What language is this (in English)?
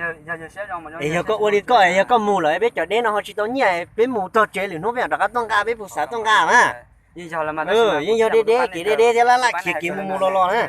Hmong